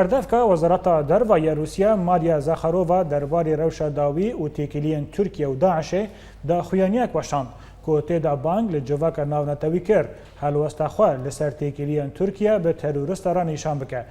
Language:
Kurdish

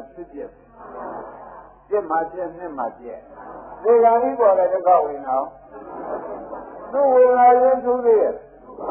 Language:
Burmese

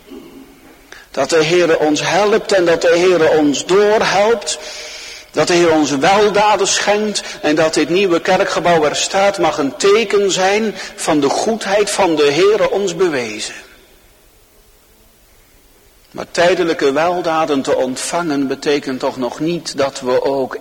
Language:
Dutch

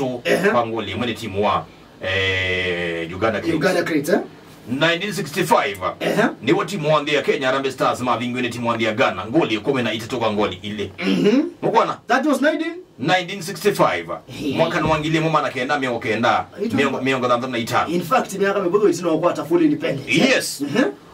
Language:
Kamba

